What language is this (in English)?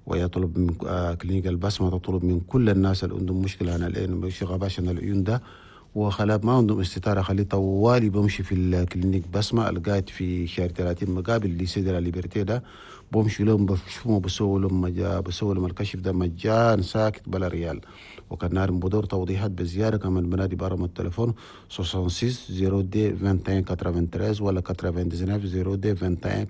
Chadian Arabic